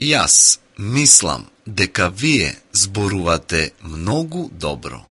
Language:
Macedonian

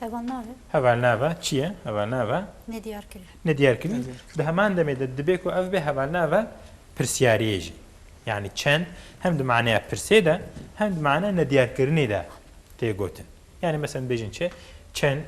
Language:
Kurdish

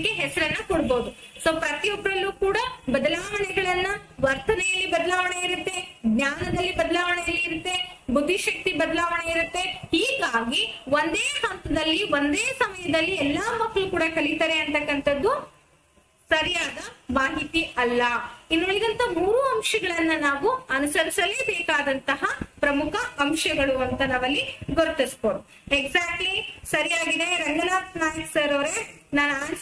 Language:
Kannada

